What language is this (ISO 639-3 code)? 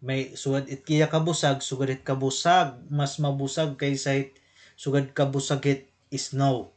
war